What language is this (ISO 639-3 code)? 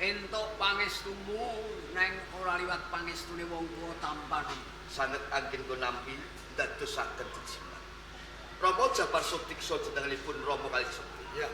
jav